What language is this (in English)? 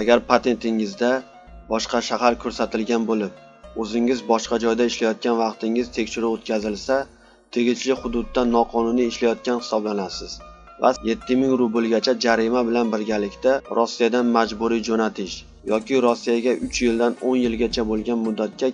Uzbek